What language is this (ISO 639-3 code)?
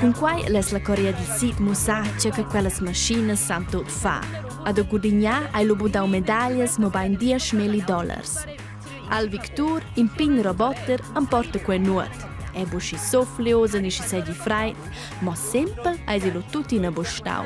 roh